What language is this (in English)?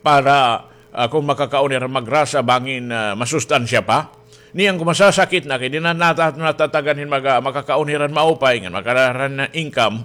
Waray